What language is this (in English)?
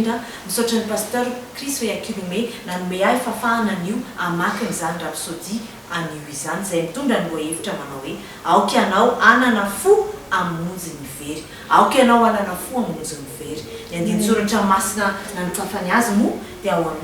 Malagasy